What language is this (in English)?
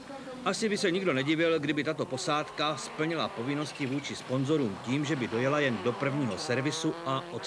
Czech